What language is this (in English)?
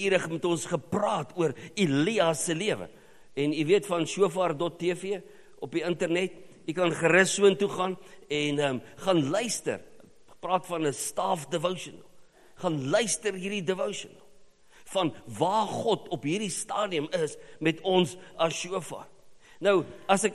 Afrikaans